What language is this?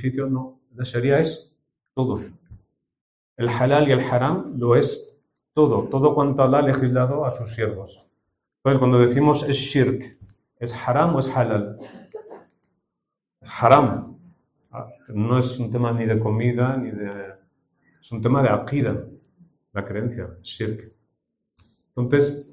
Spanish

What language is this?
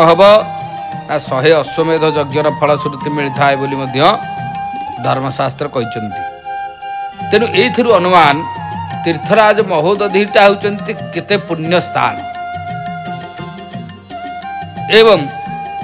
Odia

